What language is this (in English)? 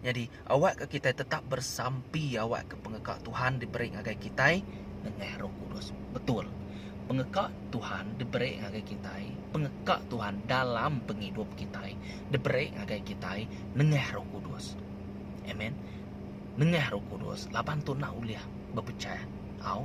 Iban